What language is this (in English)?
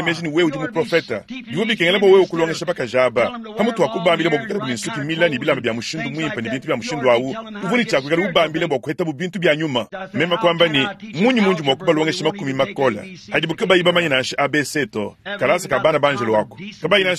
Luba-Lulua